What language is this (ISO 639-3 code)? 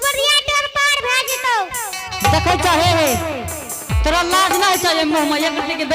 anp